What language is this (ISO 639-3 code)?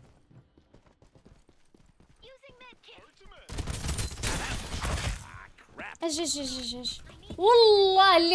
ary